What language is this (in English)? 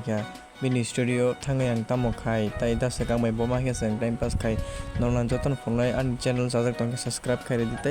Kok Borok